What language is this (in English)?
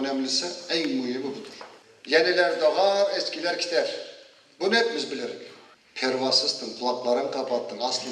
Crimean Tatar